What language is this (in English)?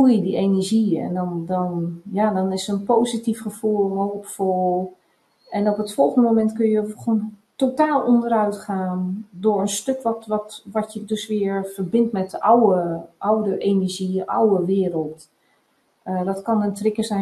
Dutch